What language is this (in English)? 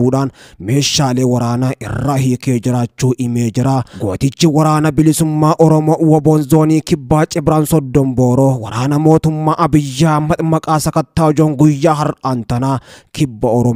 Oromo